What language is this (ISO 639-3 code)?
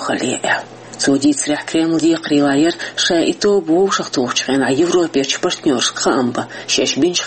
che